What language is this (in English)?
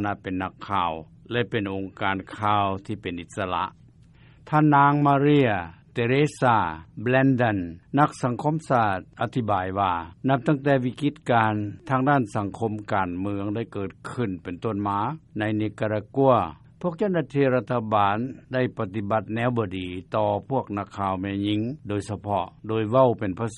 Lao